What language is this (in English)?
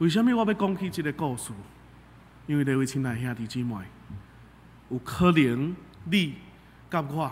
Min Nan Chinese